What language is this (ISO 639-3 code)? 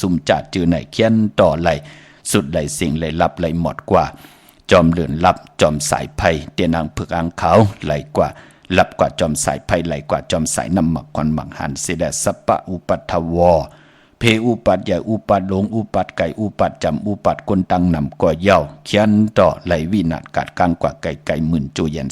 shn